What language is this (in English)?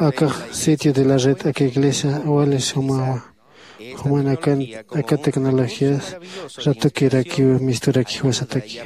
Aymara